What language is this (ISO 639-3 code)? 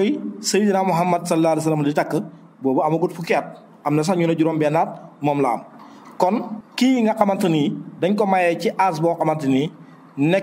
wol